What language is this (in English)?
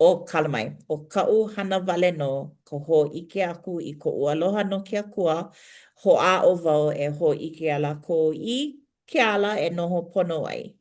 Hawaiian